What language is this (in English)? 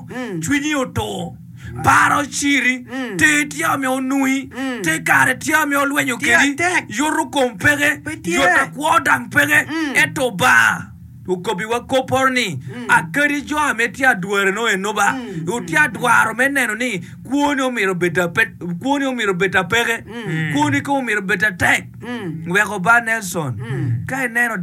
Acoli